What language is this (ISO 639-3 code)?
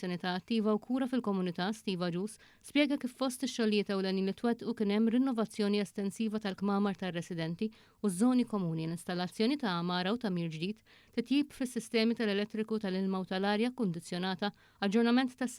mlt